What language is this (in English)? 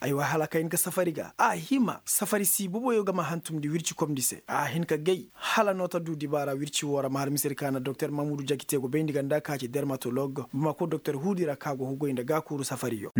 Koyraboro Senni